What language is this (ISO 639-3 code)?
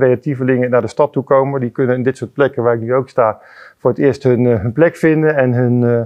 nld